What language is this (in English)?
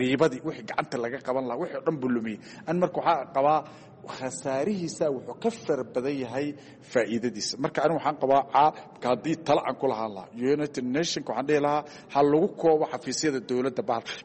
Somali